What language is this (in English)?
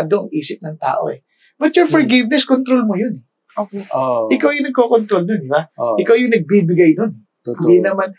Filipino